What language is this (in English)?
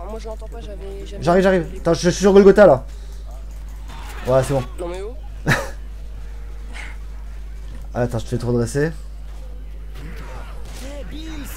French